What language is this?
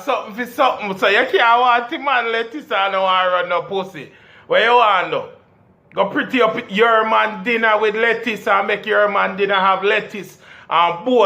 Jamaican Creole English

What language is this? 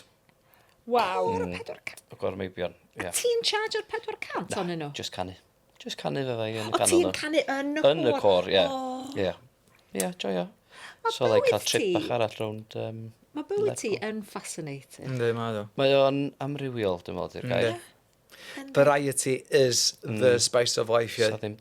Welsh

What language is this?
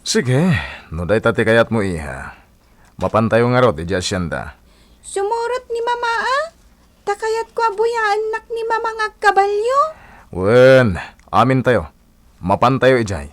Iloko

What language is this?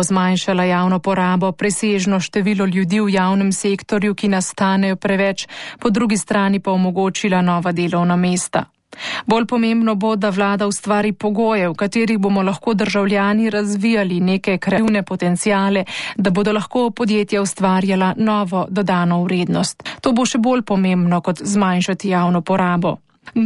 Slovenian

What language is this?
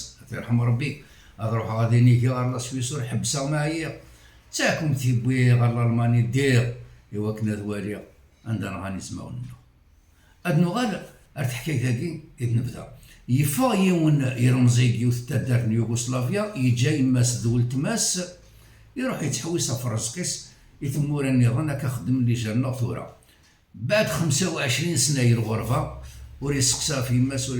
Kabyle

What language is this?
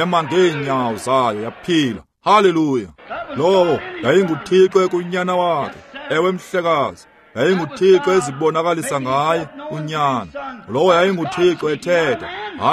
Xhosa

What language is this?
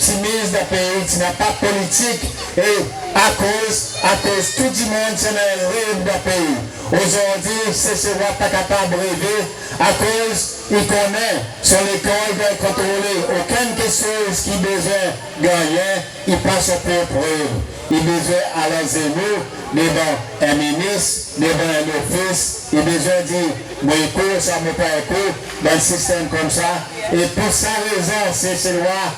Seselwa Creole French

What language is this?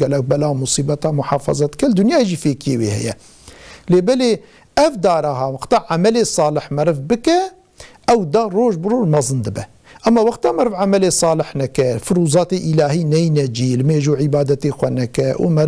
Kurdish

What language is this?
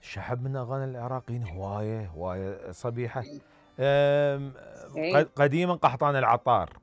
Mesopotamian Arabic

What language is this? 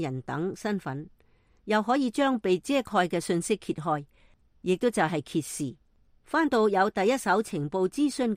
Cantonese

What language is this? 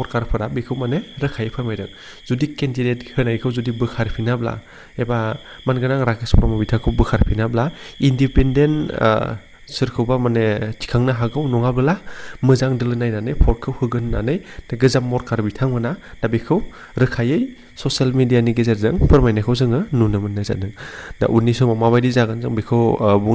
Bodo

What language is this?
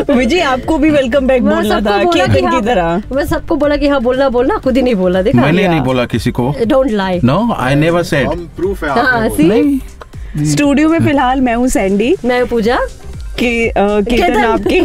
Hindi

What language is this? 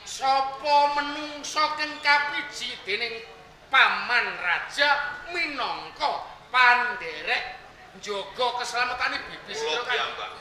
Javanese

